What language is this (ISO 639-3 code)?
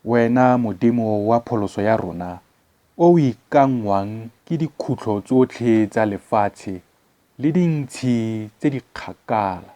tsn